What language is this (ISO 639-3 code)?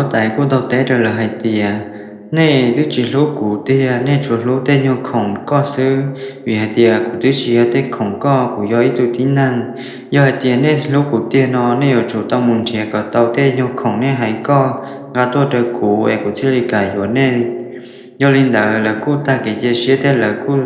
hmn